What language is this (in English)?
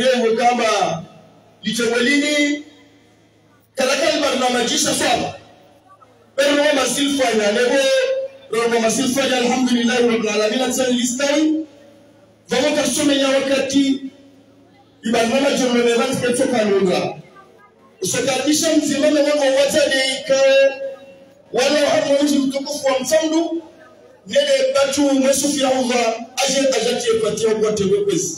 Swahili